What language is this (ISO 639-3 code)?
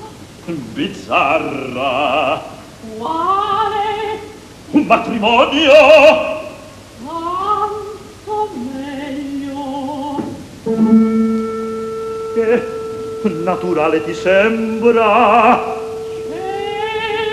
ita